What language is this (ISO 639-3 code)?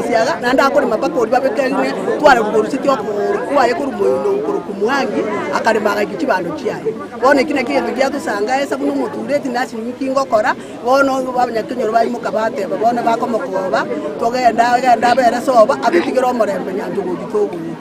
guz